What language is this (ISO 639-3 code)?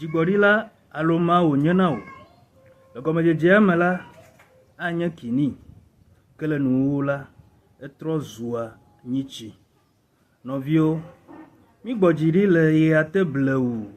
ewe